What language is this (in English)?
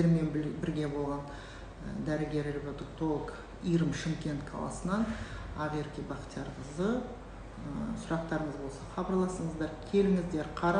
Kazakh